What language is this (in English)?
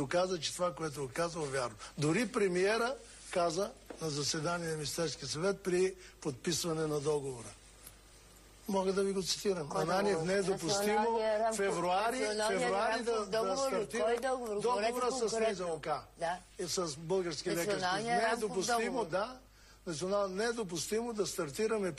Bulgarian